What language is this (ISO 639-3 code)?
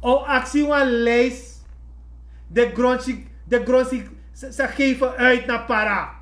srn